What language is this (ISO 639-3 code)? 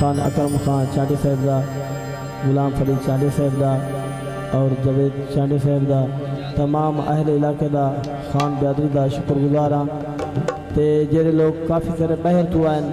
skr